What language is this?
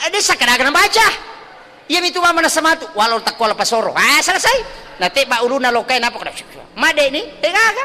Buginese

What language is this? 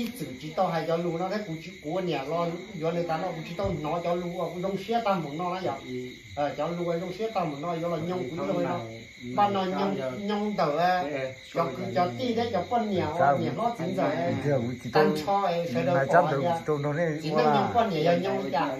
Hmong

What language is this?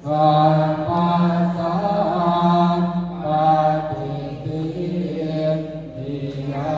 Pali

